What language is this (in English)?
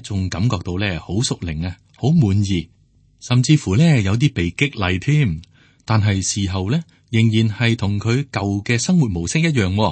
Cantonese